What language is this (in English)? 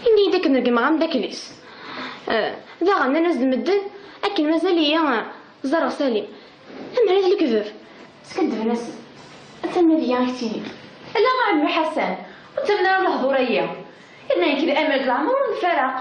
Kabyle